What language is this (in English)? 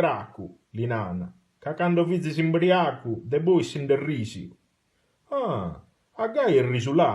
Sardinian